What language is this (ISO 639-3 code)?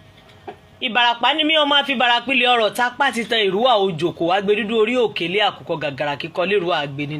yor